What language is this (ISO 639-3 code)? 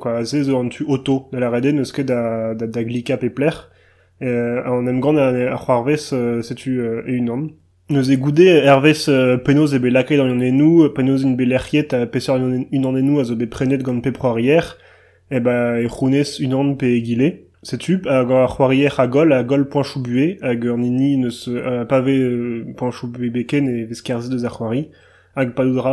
bre